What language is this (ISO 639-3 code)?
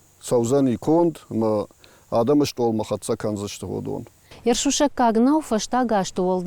oss